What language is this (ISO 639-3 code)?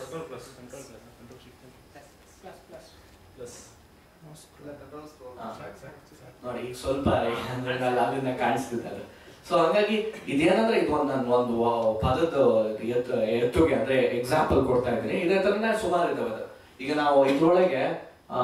kan